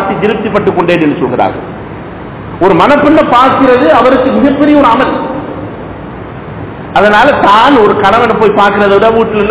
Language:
Tamil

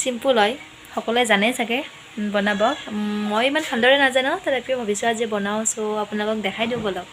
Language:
Assamese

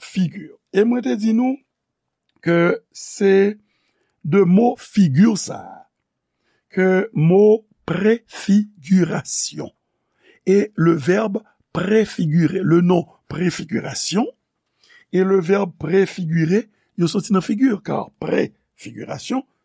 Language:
Haitian Creole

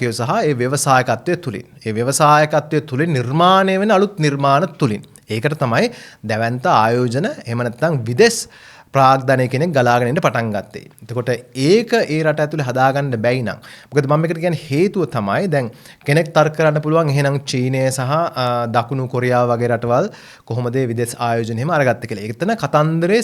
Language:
Sinhala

